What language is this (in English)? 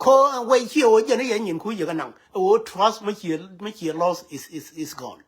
Nuer